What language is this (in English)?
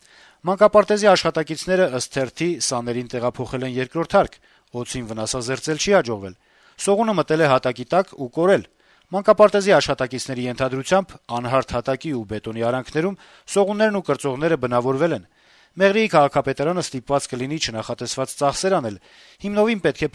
Armenian